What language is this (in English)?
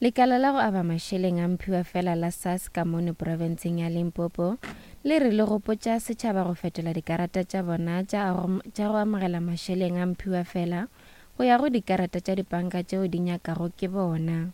Northern Sotho